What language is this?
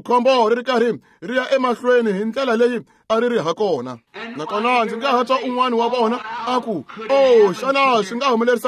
Tsonga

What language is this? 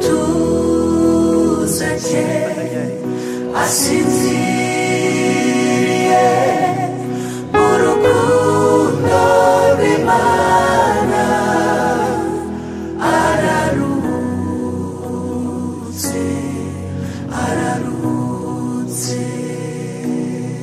Kinyarwanda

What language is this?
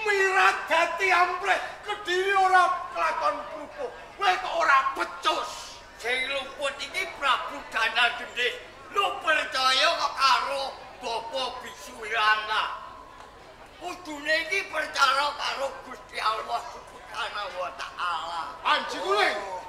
Javanese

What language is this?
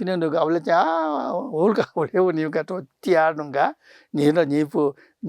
Newari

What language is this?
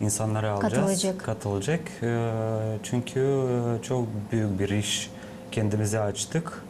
Gagauz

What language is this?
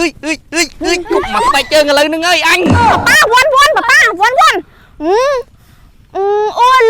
Khmer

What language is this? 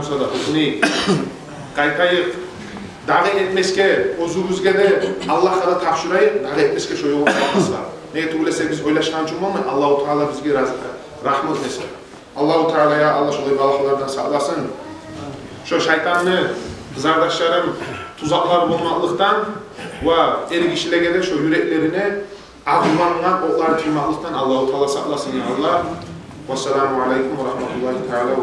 Kumyk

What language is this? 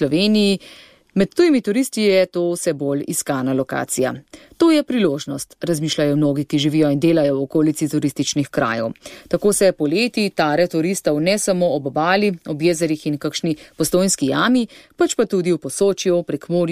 Slovenian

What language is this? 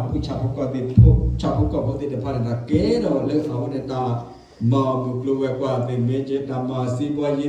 S'gaw Karen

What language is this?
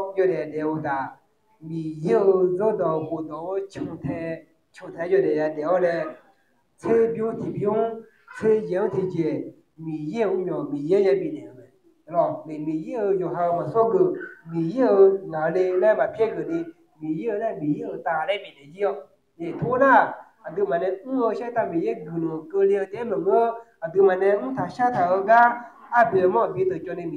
Akha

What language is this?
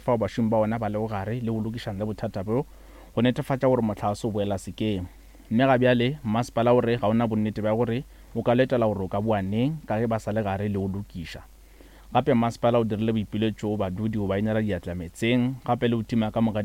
Northern Sotho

